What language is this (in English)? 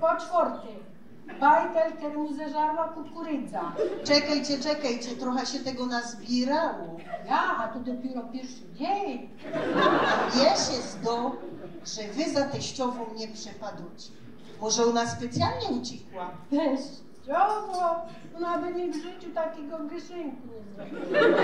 Silesian